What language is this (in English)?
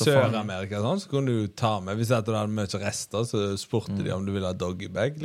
Norwegian